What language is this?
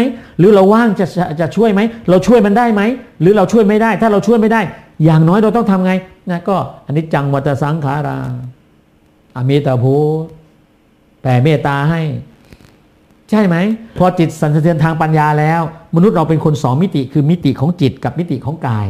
Thai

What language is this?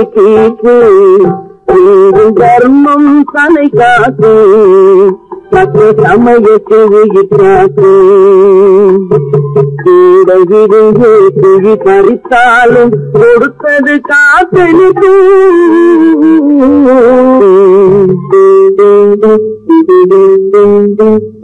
Tamil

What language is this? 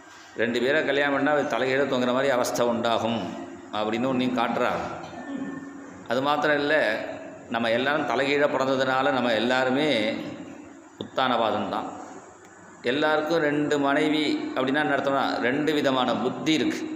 Tamil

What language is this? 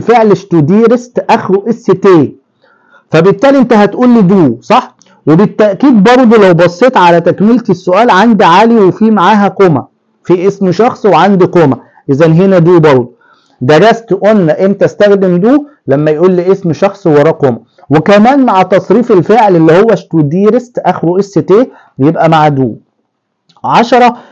Egyptian Arabic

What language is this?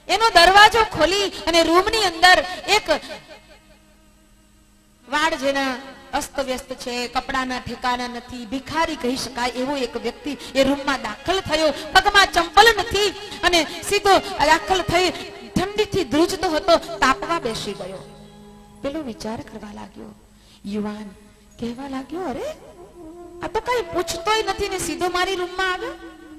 Gujarati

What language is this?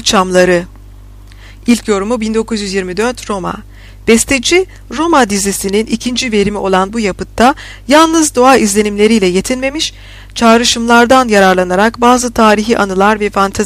Turkish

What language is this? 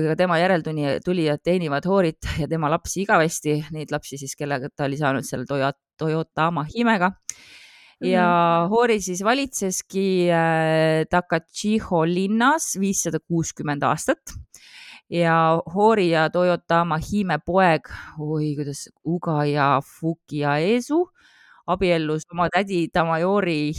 Estonian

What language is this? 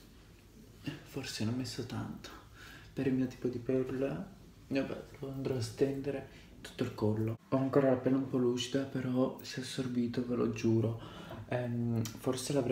Italian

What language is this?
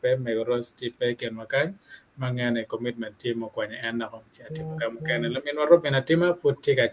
Acoli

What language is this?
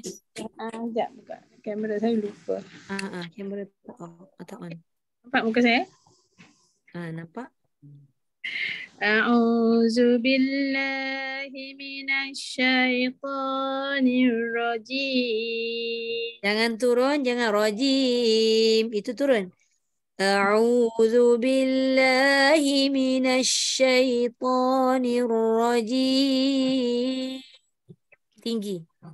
Malay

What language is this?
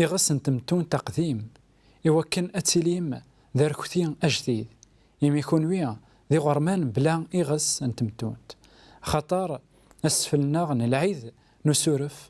Kabyle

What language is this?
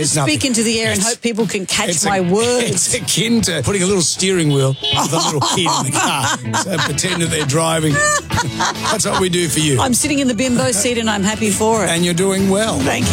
English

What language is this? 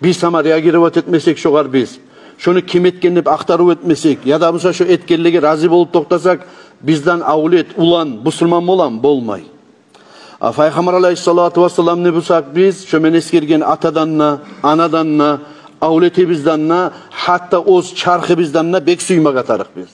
Kumyk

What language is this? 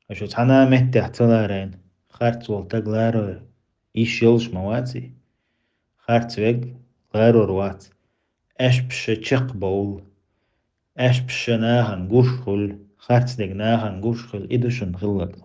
Chechen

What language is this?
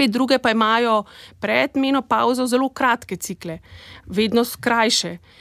Slovenian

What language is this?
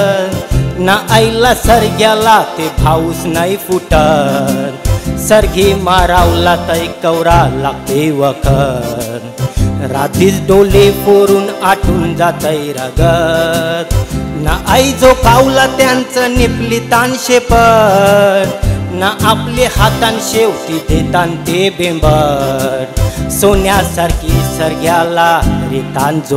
Marathi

